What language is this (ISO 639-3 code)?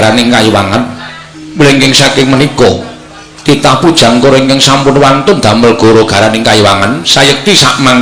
jav